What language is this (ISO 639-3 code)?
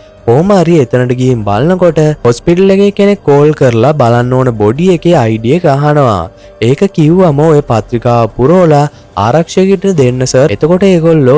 sin